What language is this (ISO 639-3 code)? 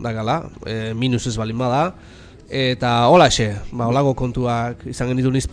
eus